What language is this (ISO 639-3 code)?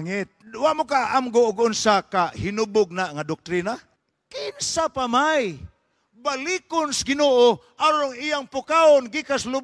ceb